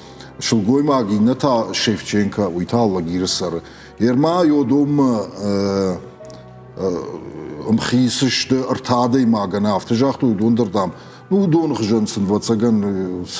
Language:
Ossetic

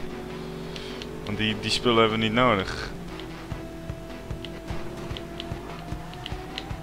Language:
Dutch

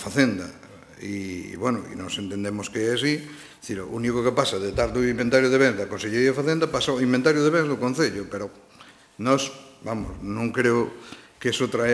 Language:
Galician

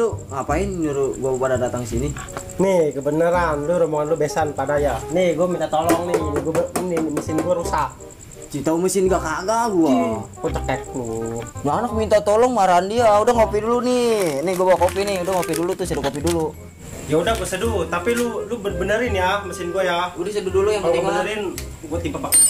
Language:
Betawi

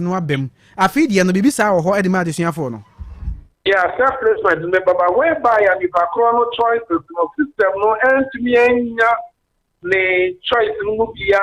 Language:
Akan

